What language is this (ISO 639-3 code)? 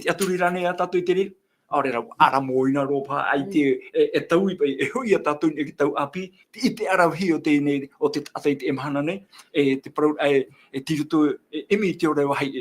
tah